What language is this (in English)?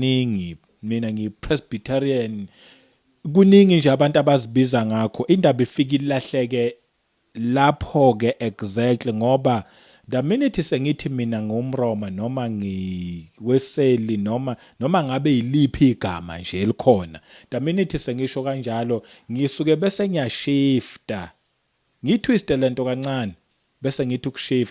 Zulu